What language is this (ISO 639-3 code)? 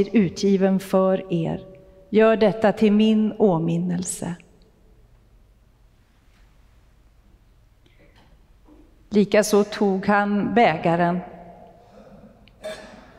swe